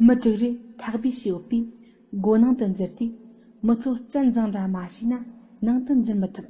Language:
Tibetan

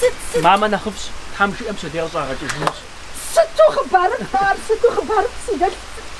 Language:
Kabardian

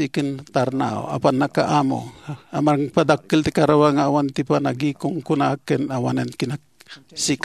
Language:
Iloko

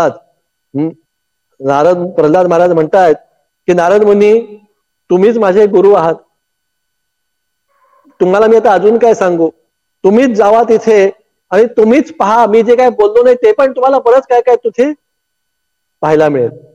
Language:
Marathi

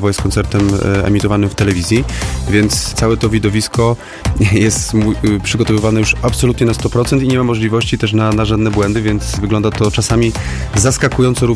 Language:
Polish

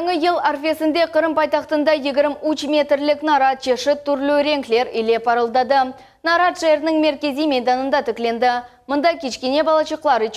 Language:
Crimean Tatar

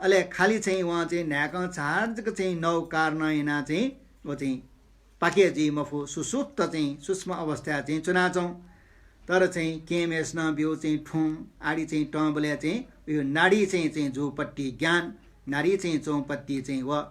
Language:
Newari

